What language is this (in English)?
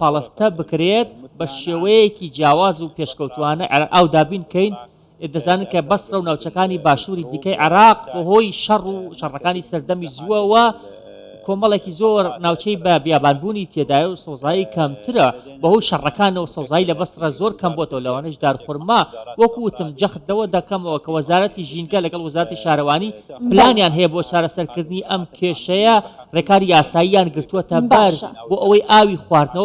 Central Kurdish